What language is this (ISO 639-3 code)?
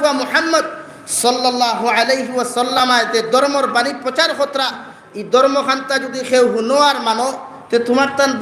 syl